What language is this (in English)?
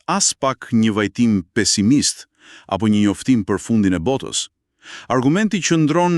Albanian